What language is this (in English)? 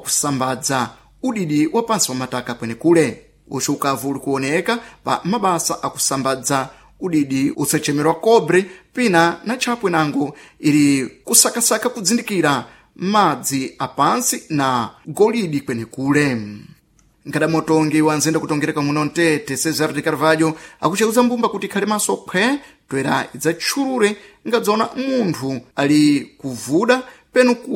Sena